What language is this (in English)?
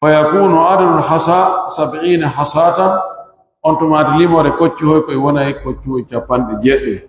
Fula